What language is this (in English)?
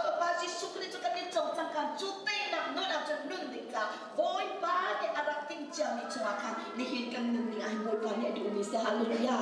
Hakha Chin